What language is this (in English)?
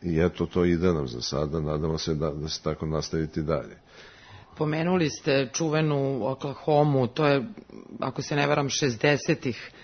Serbian